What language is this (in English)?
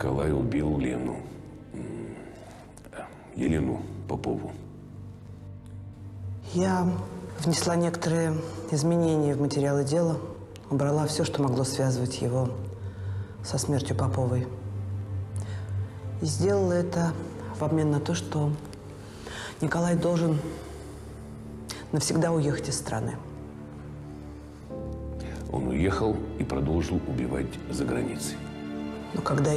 Russian